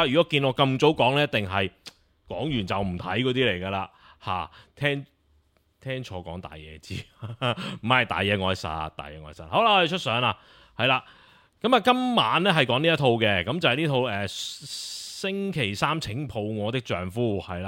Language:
Cantonese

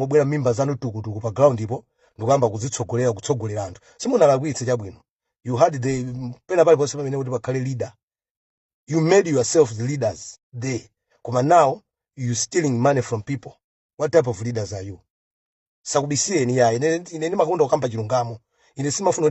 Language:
Nyanja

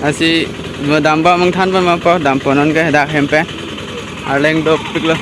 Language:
Karbi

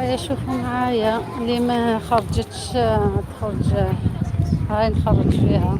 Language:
Algerian Arabic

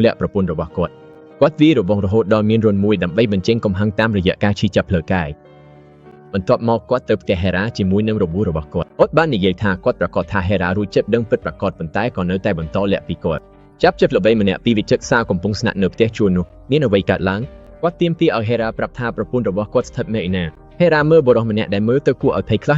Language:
Khmer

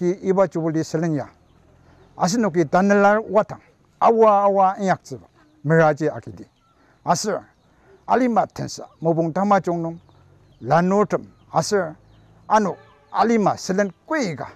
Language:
Ao Naga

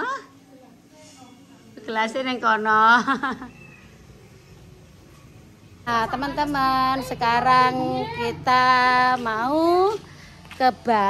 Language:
Indonesian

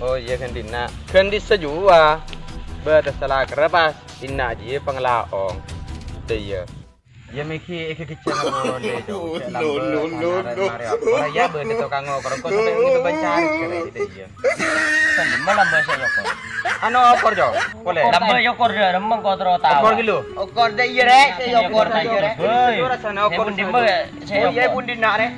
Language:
Madurese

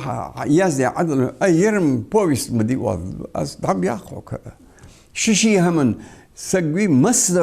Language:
Ingush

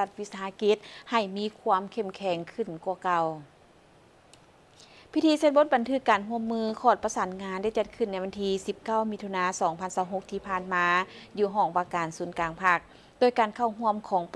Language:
Lao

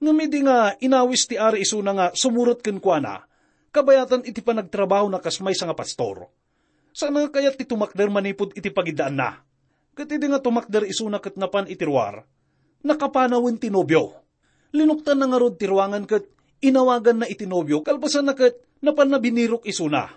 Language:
Iloko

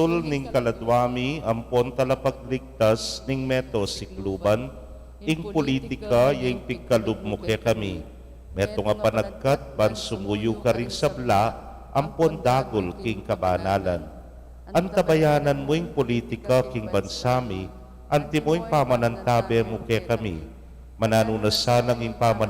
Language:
Pampanga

